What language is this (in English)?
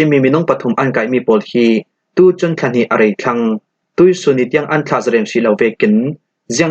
Falam Chin